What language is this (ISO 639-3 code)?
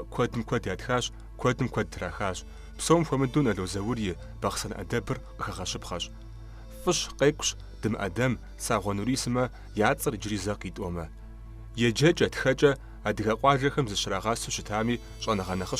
kbd